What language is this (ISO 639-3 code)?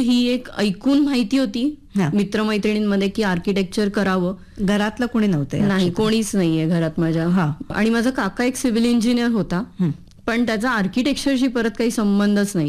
mar